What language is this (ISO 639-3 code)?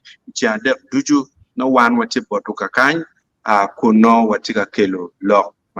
ach